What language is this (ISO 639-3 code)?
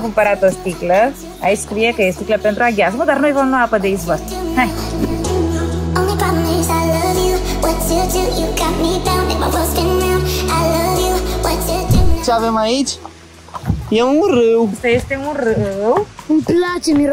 ron